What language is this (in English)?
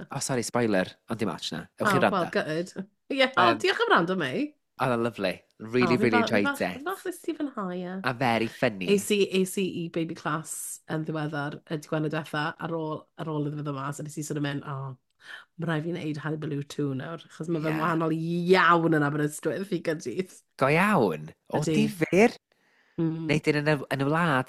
Welsh